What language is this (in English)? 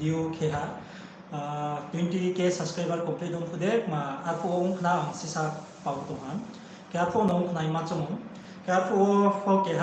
Riang (India)